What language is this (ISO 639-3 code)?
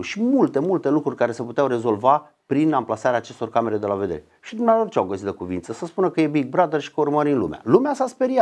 ron